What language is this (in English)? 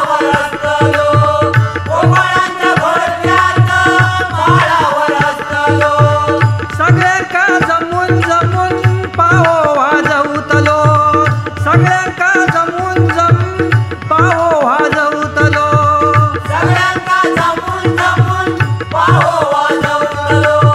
Marathi